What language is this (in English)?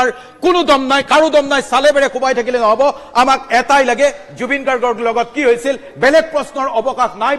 Assamese